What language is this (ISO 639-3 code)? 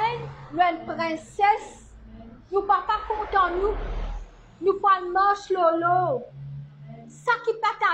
mfe